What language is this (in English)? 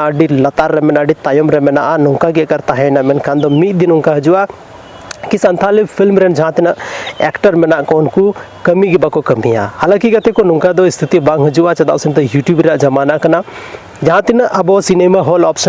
Santali